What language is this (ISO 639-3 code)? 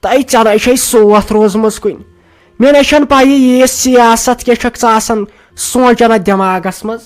kas